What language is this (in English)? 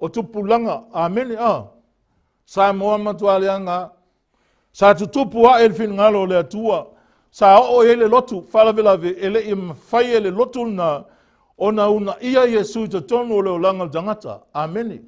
Samoan